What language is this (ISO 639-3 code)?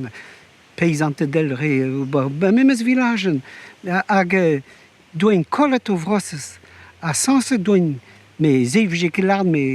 bre